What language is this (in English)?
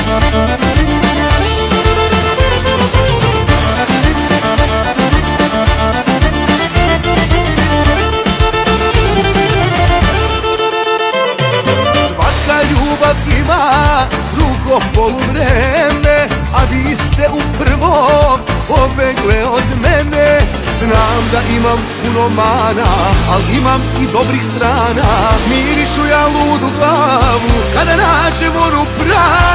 Serbian